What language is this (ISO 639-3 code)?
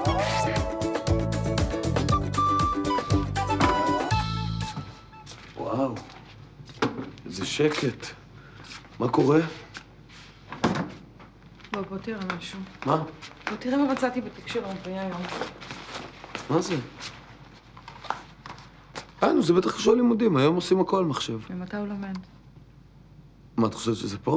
heb